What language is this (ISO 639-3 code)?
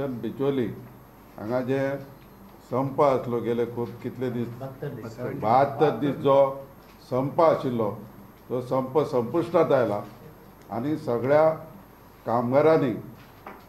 kok